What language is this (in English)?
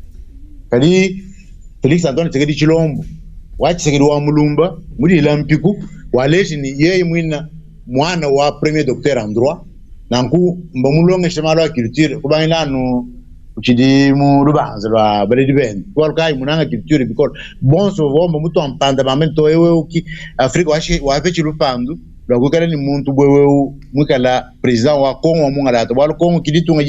Luba-Lulua